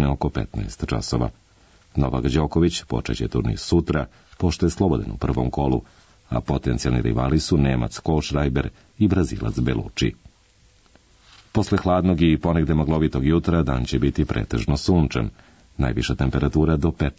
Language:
Serbian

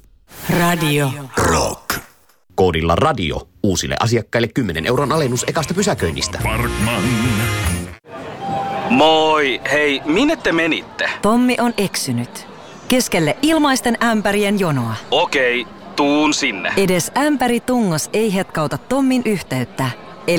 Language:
Finnish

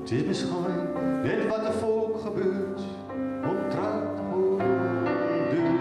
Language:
Gronings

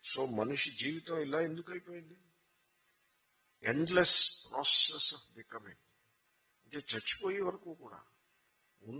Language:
Telugu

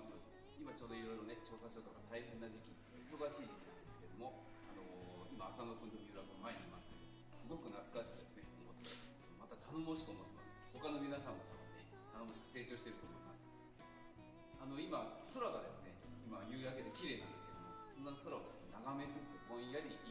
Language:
Japanese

